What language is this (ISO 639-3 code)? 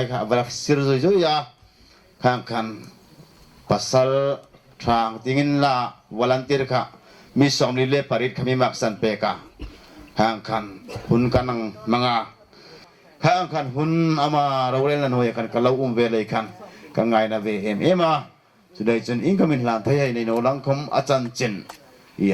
hmr